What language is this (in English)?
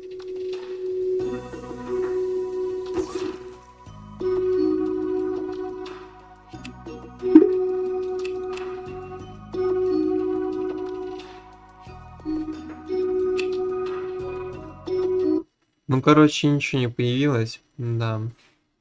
Russian